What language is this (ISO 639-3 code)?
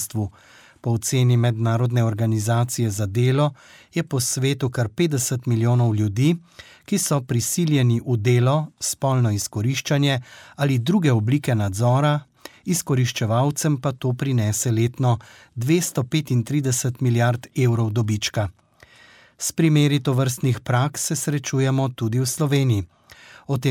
slv